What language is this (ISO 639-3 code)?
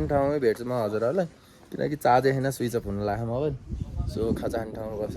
nep